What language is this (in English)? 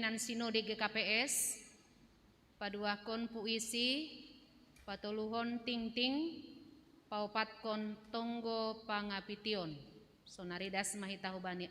Batak Simalungun